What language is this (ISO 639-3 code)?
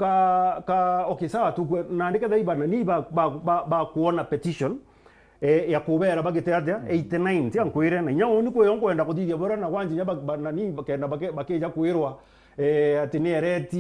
mer